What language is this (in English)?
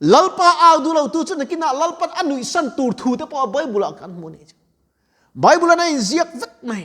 Mizo